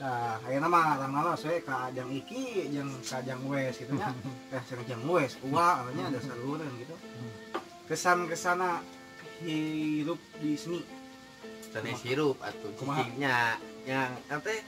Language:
Sundanese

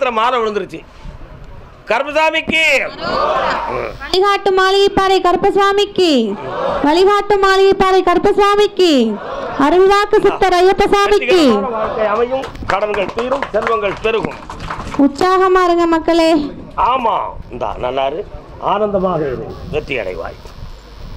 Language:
Tamil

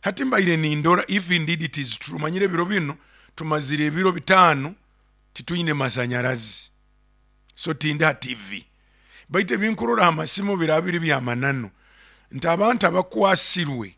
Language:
Nyoro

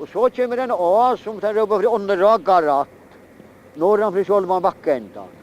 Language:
Faroese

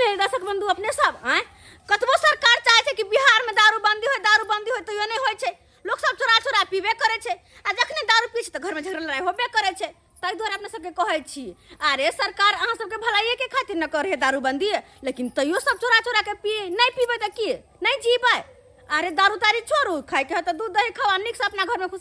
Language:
Maithili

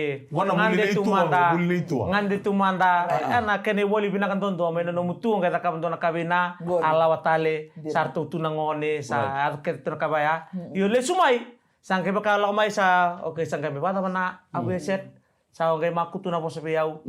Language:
Fijian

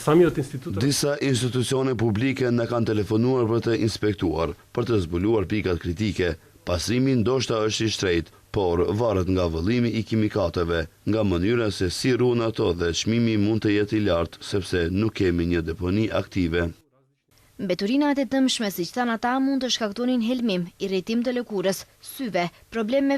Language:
Albanian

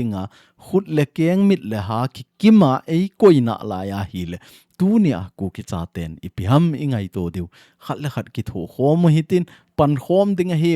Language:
Thado Chin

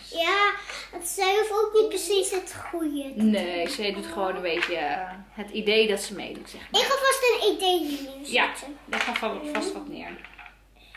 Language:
Dutch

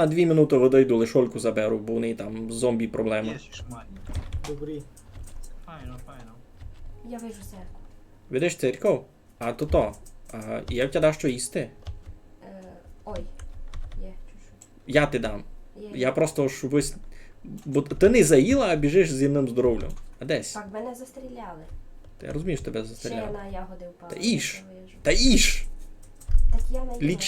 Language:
Rusyn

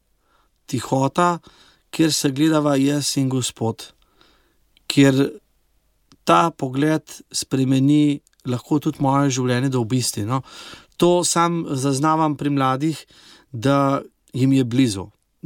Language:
Slovenian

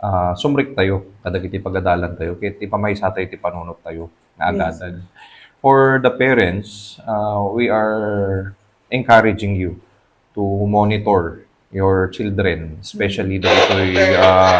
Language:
Iloko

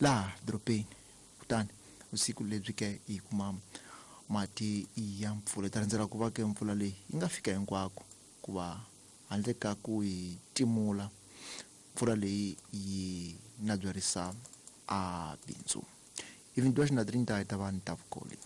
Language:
Tsonga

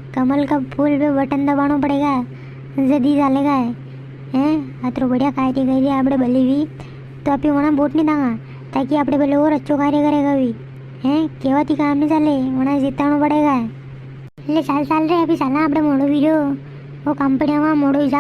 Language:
Rajasthani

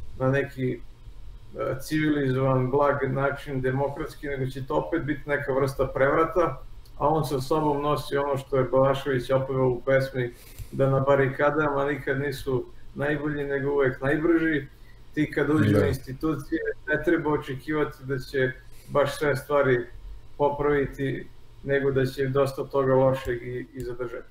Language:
Serbian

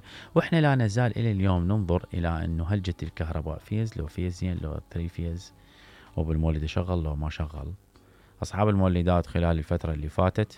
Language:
Mesopotamian Arabic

